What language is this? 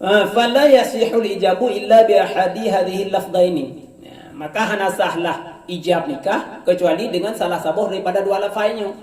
Achinese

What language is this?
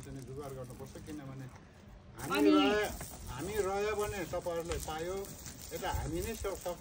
Nepali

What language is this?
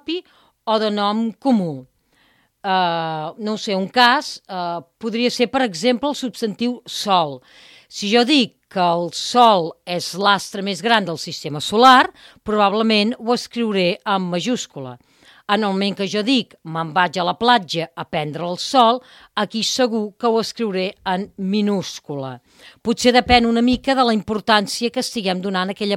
Catalan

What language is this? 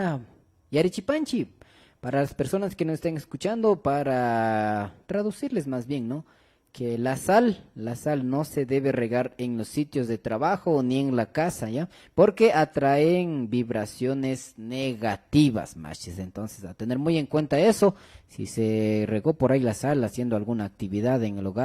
Imbabura Highland Quichua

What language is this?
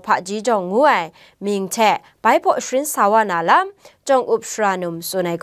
Kachin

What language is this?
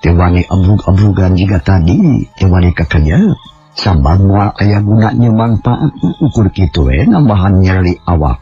Sundanese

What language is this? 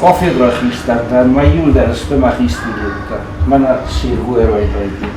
Ossetic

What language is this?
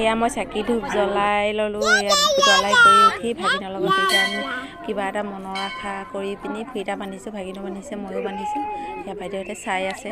Assamese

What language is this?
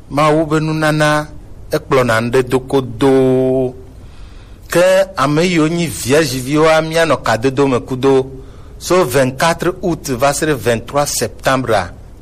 Gen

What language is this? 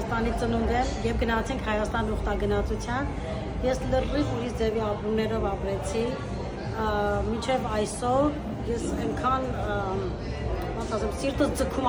Western Armenian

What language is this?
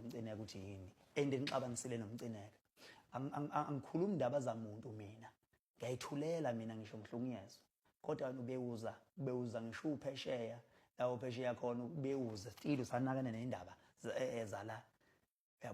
Zulu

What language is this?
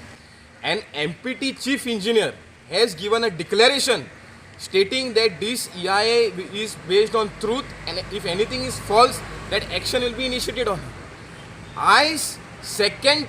Konkani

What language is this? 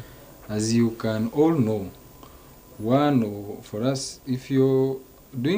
Nyankole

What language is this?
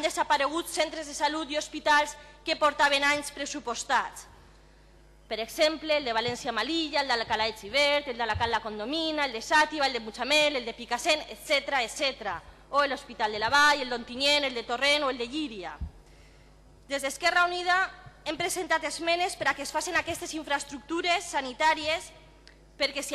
Catalan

